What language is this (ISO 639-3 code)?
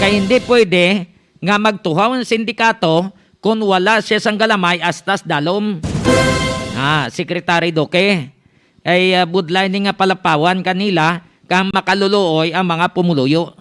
hil